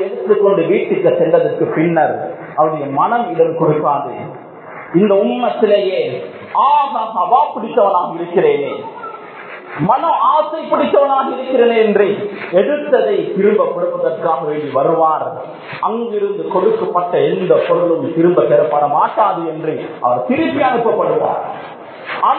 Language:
Tamil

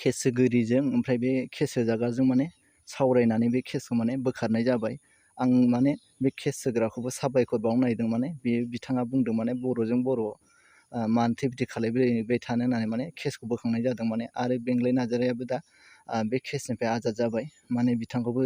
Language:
Bodo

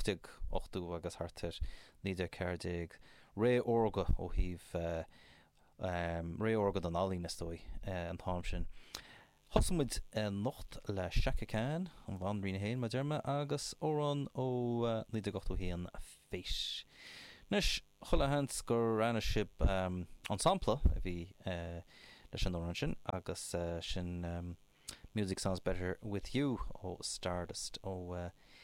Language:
Irish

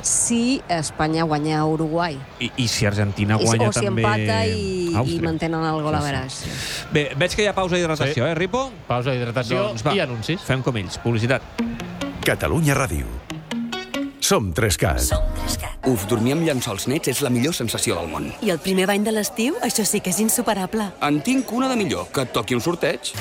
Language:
Catalan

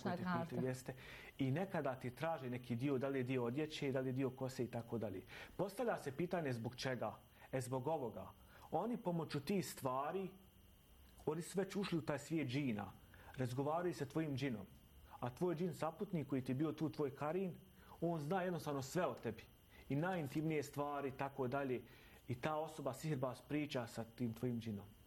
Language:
Bosnian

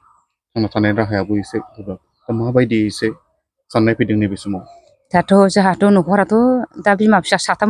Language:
Bodo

